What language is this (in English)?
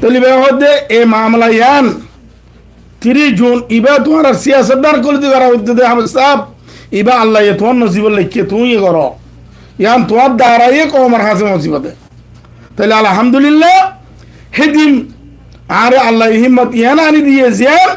Rohingya